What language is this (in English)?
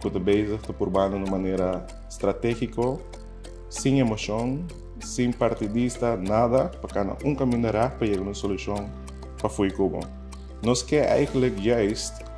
Papiamento